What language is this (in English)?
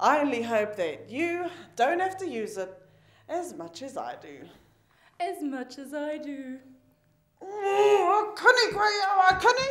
Māori